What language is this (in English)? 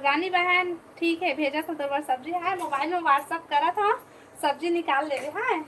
Chhattisgarhi